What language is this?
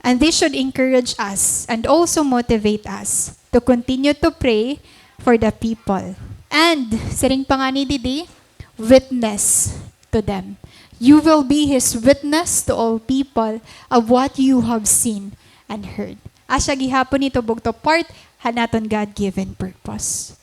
Waray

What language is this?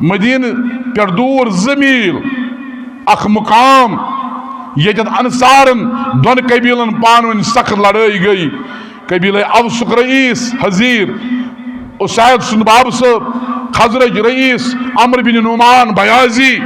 Kashmiri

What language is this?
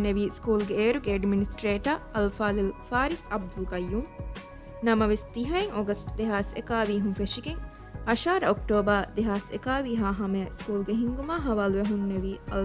Divehi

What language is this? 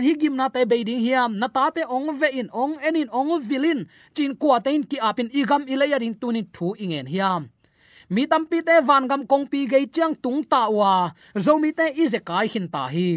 Tedim Chin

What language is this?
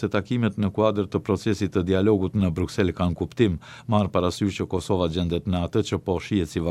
Albanian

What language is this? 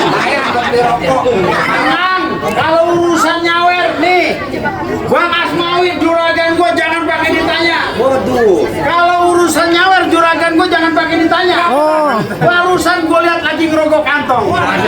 Betawi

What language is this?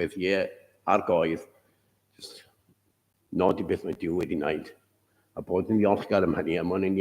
Welsh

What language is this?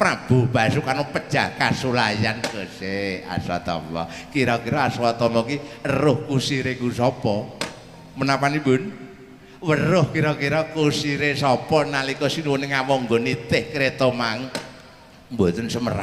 Javanese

